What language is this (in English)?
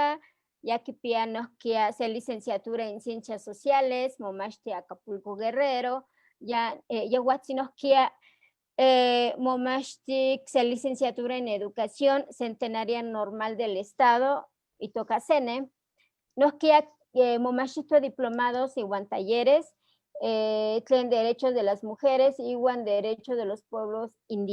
Eastern Huasteca Nahuatl